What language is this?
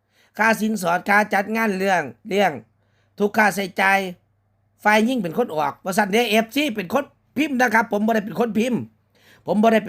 Northeastern Thai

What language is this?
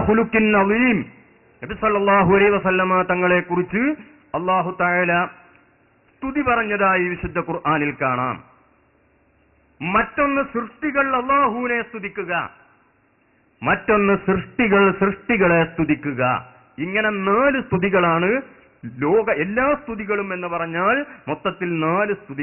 Malayalam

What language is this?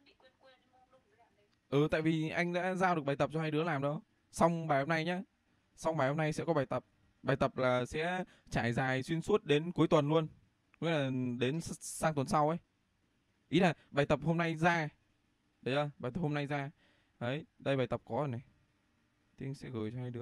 Vietnamese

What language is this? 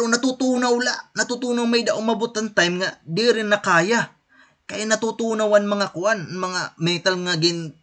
Waray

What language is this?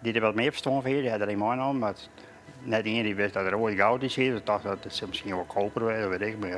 Western Frisian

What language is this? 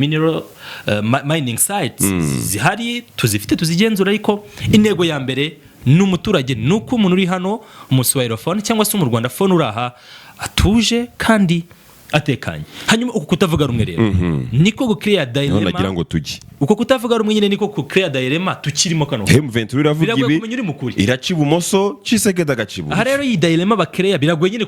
Kinyarwanda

